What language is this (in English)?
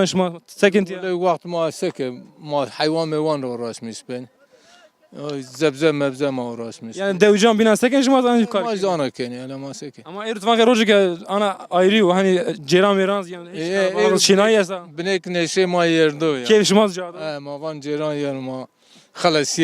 Zaza